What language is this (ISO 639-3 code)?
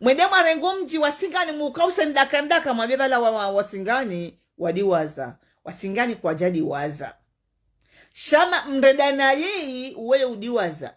zdj